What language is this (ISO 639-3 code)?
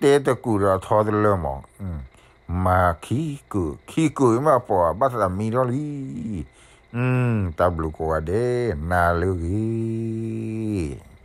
ksw